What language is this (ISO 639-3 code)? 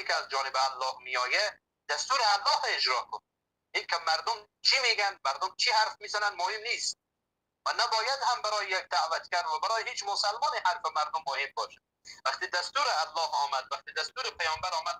fas